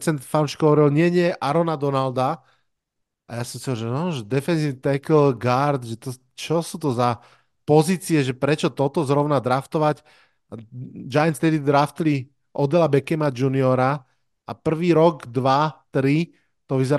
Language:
Slovak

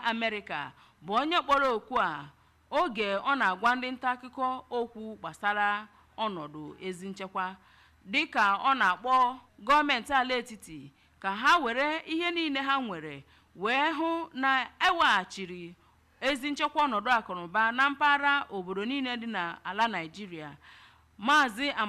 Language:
Igbo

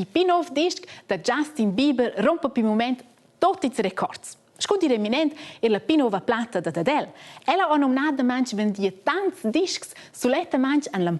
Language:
Romansh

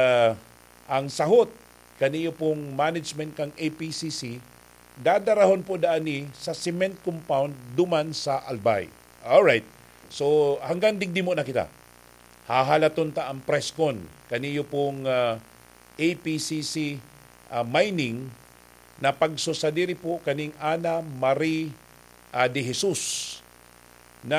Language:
Bikol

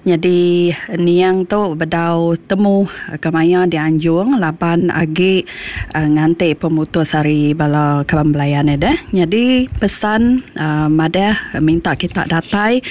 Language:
Iban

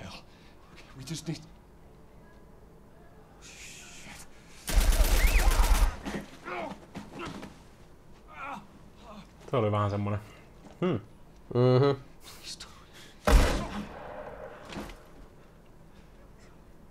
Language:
Finnish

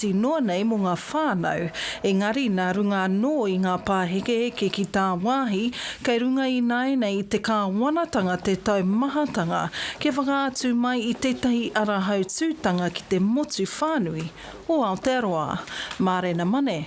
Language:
Māori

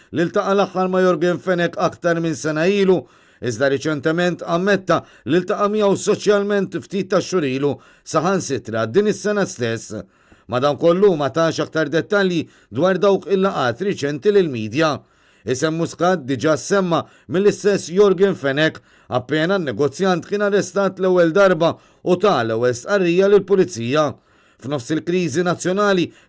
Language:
Maltese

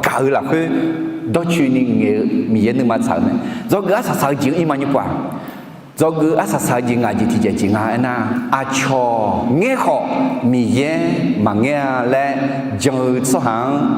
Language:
Akha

